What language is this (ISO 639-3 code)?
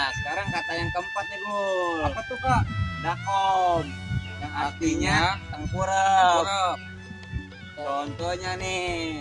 bew